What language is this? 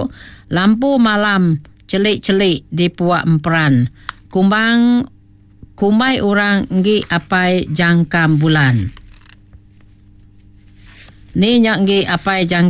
Iban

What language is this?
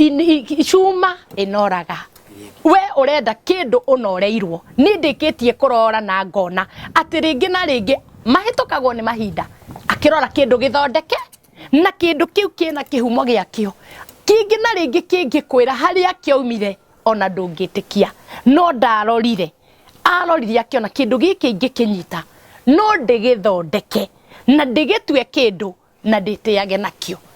Kikuyu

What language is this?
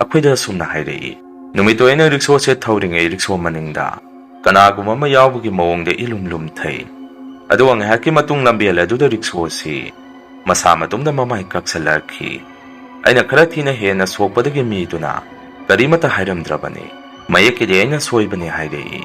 Manipuri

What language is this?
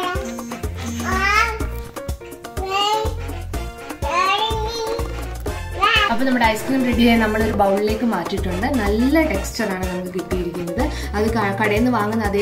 Malayalam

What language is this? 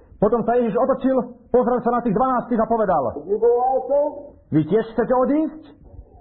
Slovak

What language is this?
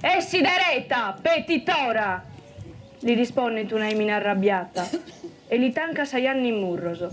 Sardinian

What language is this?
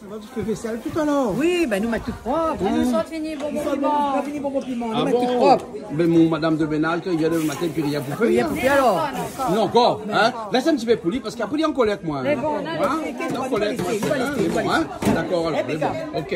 Réunion Creole French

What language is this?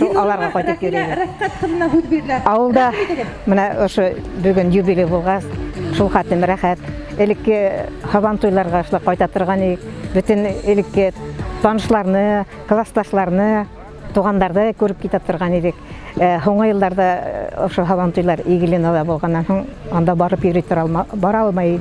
Bashkir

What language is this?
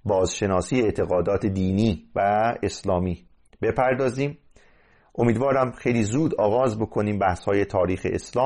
Persian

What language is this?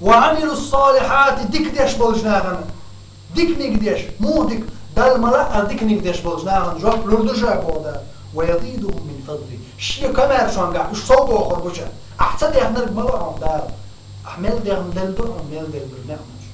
Chechen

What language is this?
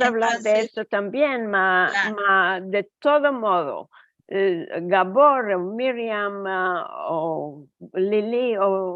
Ladino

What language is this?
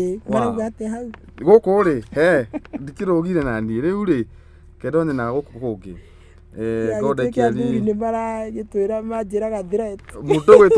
Kikuyu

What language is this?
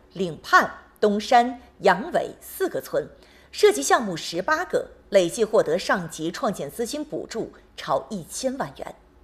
Chinese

